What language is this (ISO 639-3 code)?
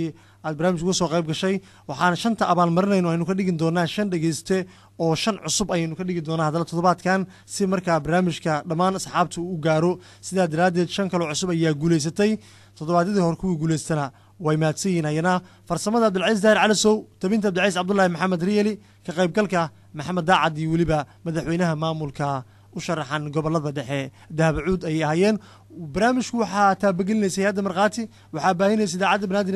som